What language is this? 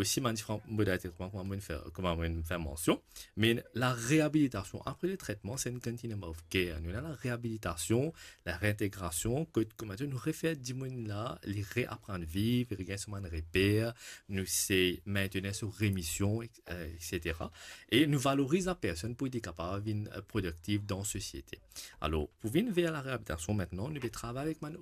Morisyen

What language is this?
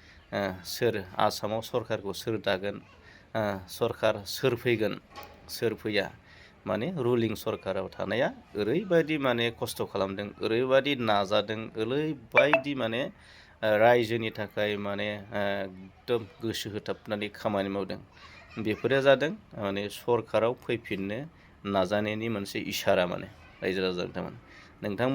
Bodo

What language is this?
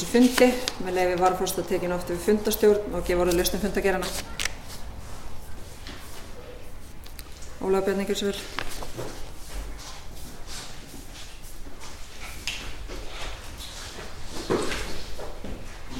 Icelandic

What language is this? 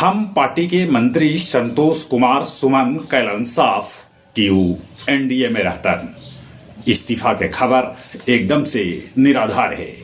Magahi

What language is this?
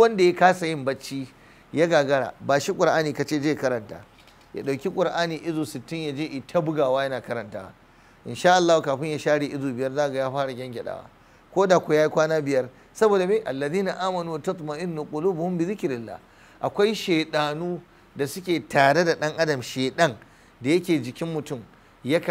Hausa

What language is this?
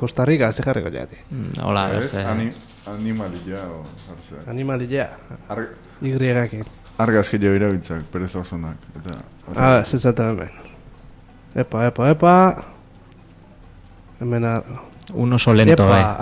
Basque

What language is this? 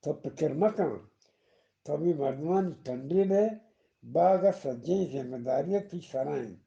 Eastern Balochi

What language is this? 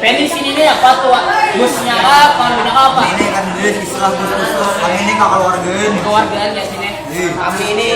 Banjar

